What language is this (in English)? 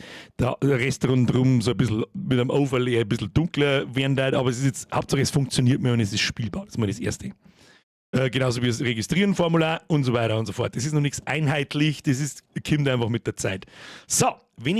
Bavarian